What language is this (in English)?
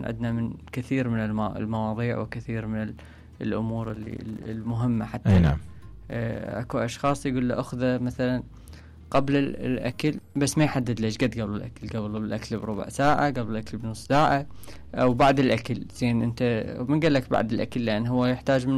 Mesopotamian Arabic